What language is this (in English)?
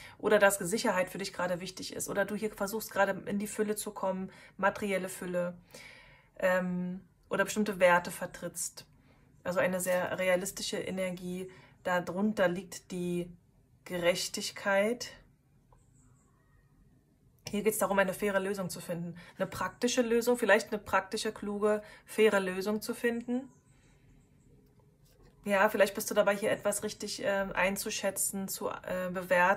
German